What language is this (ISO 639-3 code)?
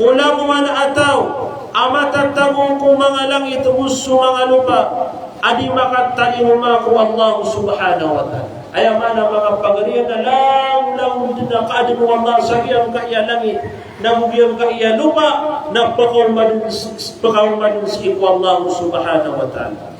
mrw